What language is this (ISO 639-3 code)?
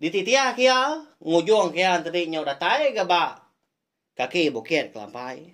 iba